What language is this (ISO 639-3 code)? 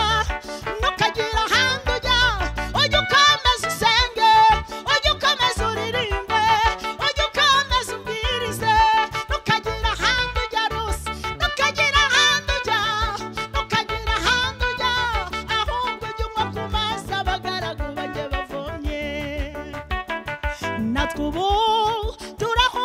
kin